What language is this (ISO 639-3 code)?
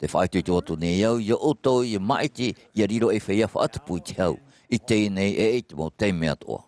tah